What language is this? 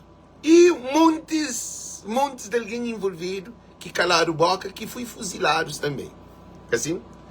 Kabuverdianu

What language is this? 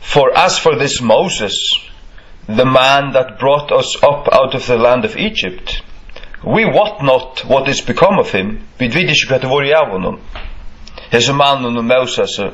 Faroese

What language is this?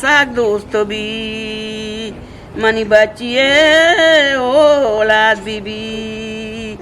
Eastern Balochi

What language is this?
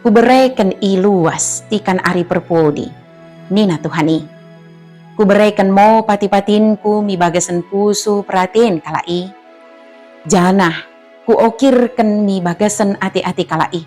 Batak Dairi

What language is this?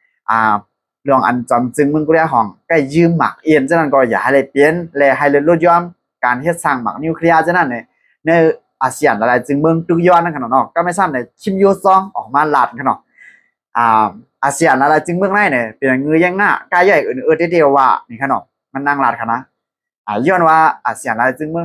Shan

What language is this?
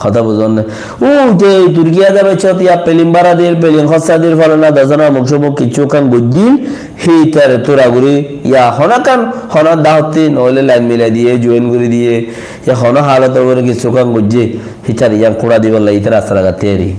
Rohingya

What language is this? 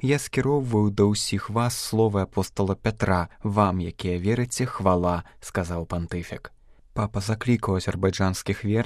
Belarusian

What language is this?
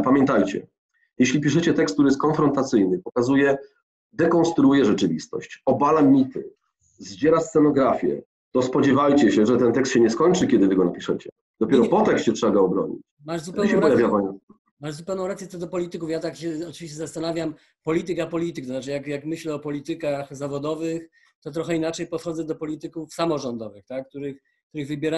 Polish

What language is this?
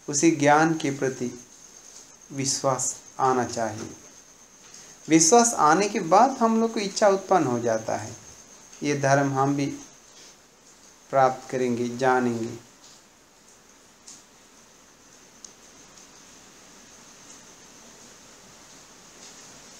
Hindi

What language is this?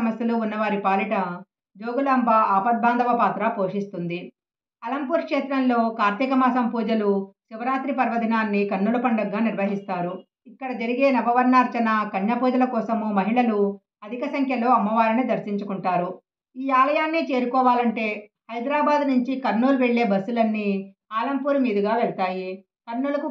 Telugu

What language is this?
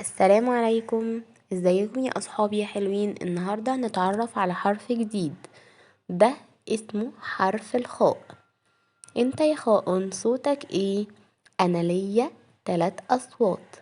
Egyptian Arabic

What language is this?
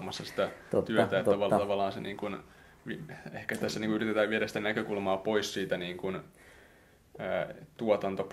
Finnish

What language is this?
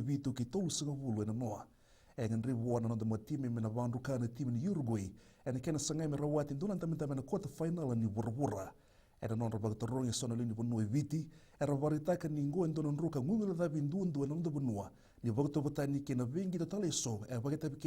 Fijian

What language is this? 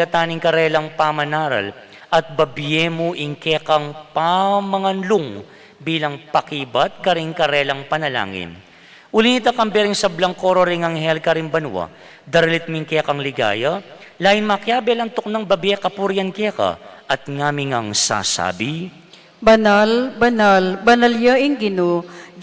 Pampanga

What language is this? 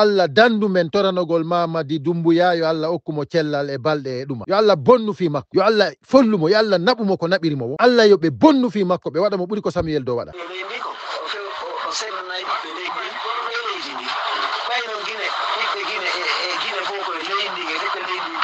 Fula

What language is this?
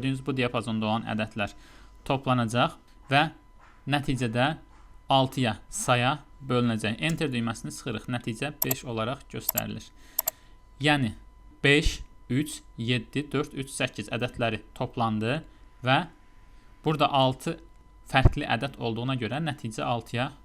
Azerbaijani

